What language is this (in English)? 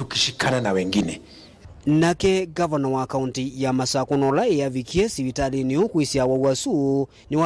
Kamba